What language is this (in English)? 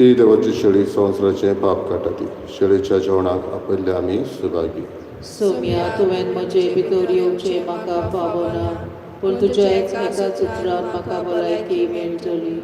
Konkani